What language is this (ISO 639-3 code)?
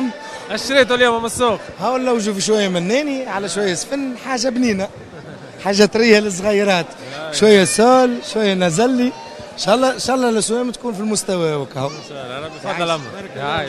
ara